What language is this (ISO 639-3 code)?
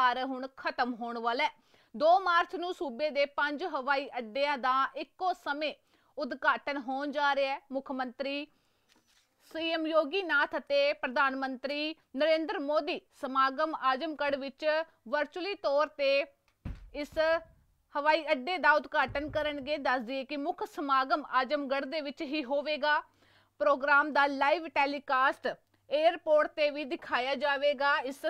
pan